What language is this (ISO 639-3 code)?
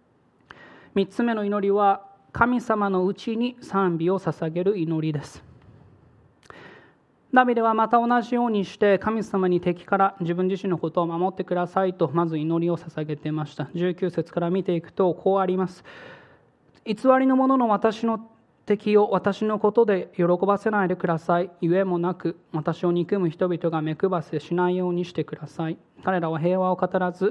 jpn